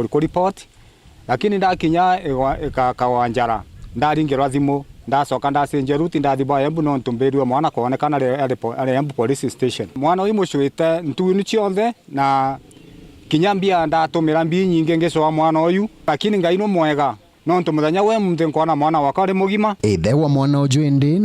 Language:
Meru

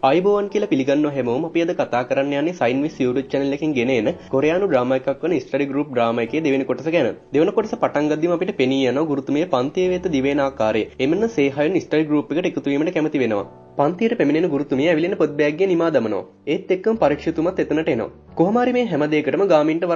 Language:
Sinhala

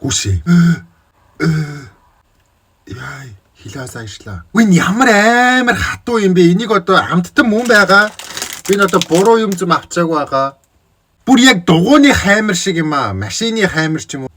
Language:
Mongolian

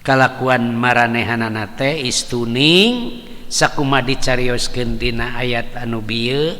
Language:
Sundanese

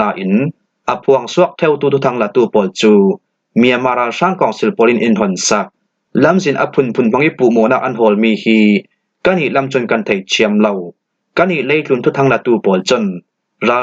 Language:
Falam Chin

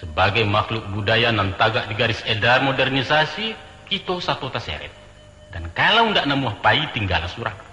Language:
Minangkabau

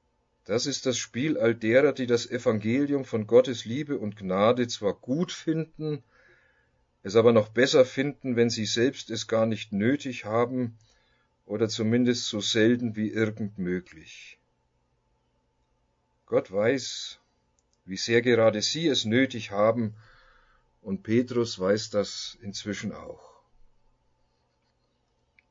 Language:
German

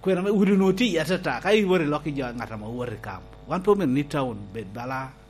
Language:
Lango (Uganda)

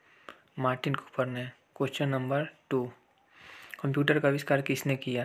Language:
Hindi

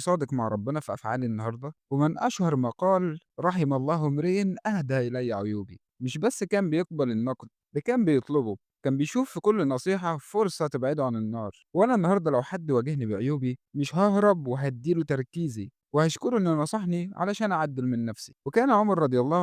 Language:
Egyptian Arabic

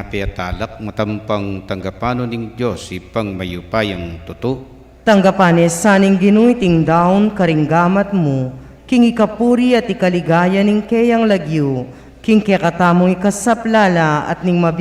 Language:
Pampanga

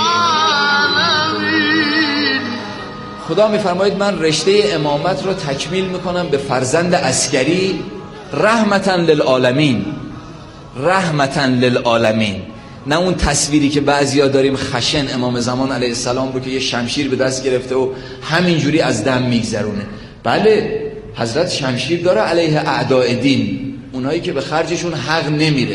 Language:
Persian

